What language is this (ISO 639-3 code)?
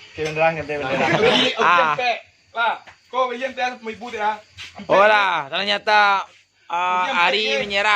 min